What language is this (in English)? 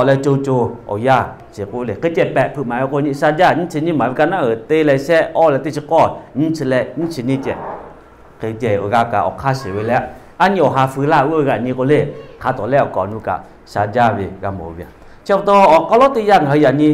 Lahu